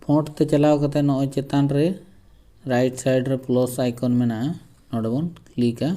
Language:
Santali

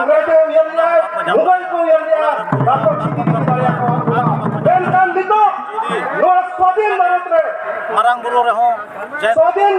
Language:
Santali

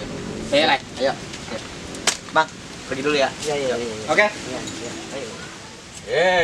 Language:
Minangkabau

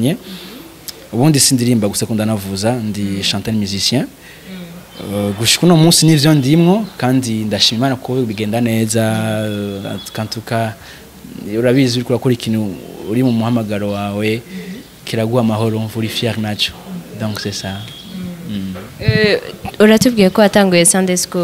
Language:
Rundi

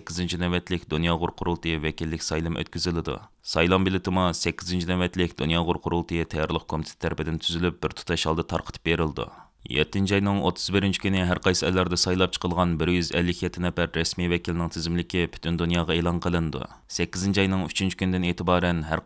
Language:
Uyghur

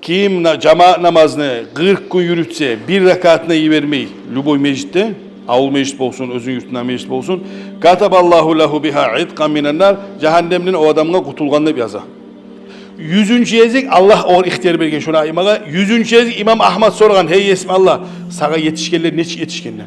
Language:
Kumyk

